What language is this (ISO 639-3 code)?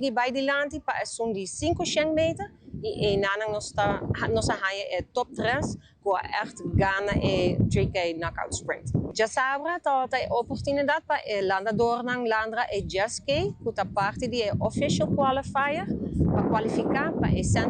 pap